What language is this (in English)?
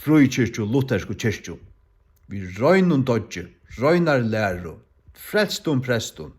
Faroese